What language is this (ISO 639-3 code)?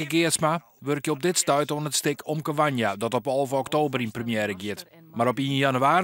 fry